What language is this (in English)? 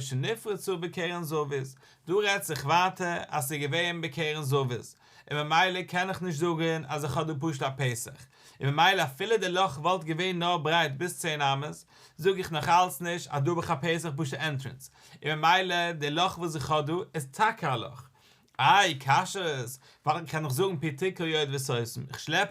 Yiddish